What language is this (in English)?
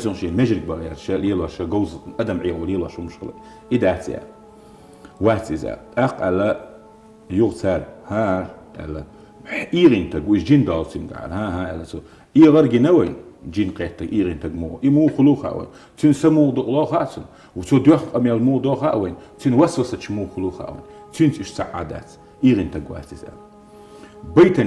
Chechen